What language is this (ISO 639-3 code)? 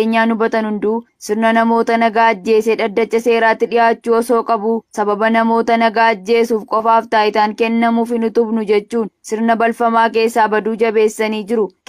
orm